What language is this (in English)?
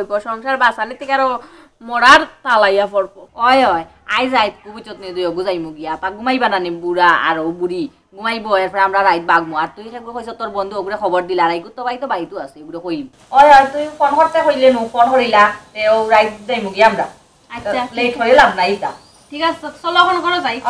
Sylheti